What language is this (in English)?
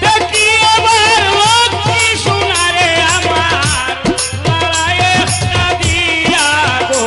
Sylheti